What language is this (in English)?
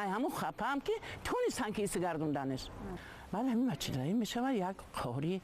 Tajik